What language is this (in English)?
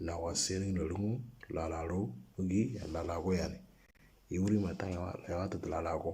Moro